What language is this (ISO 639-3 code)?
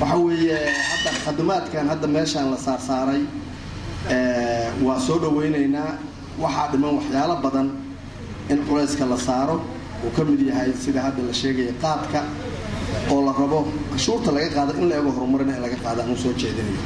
som